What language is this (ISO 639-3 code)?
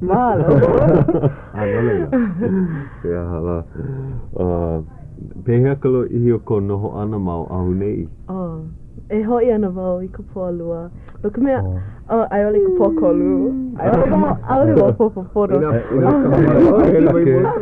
haw